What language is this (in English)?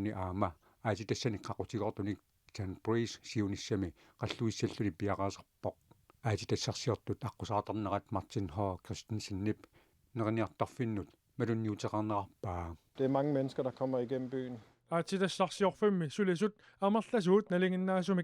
Kalaallisut